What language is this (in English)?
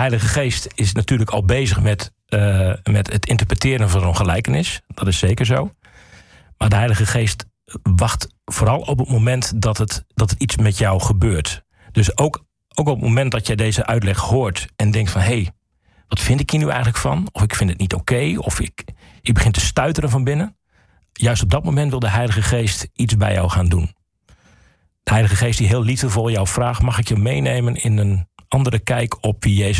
Dutch